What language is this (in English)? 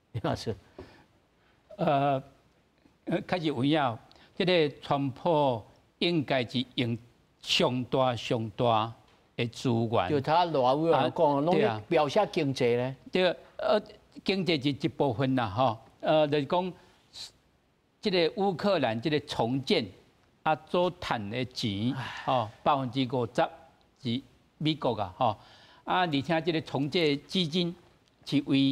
Min Nan Chinese